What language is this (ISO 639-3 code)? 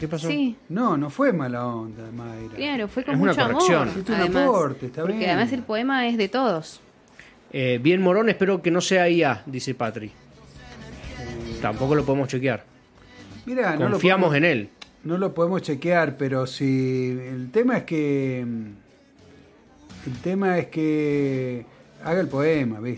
spa